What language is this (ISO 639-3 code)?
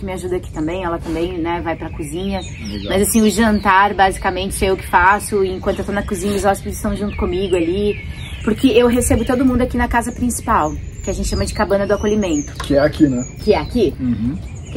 por